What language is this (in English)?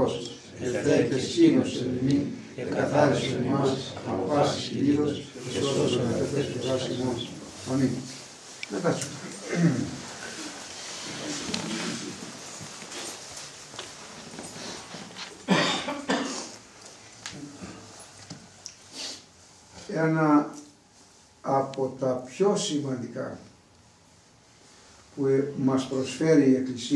Greek